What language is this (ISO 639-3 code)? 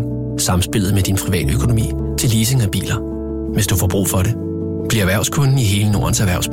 dan